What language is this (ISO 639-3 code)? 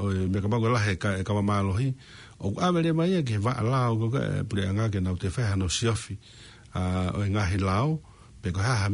ton